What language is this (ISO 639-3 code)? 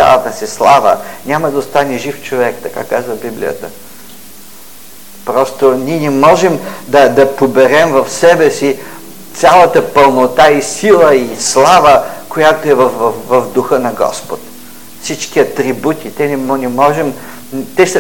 bul